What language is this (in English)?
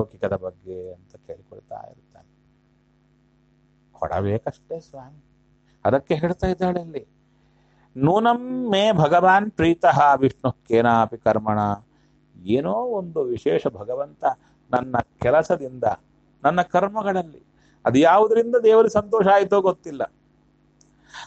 Kannada